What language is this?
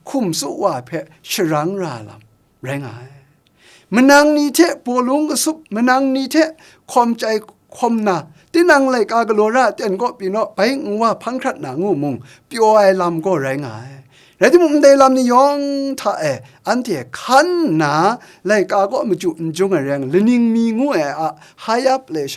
Kachin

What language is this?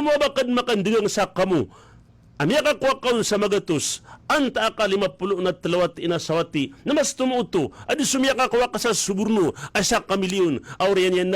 Maranao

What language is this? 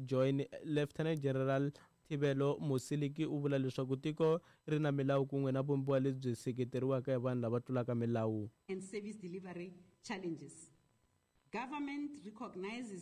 Tsonga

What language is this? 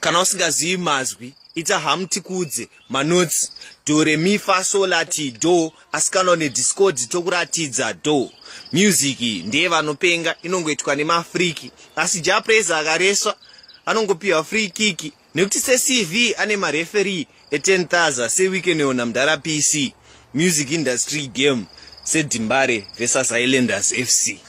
Shona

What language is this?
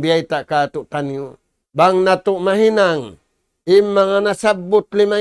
Tausug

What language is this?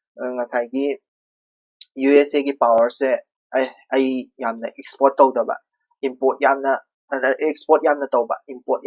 Manipuri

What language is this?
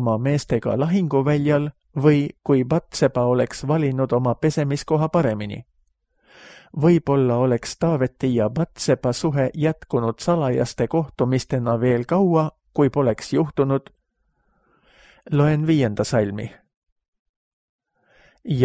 Estonian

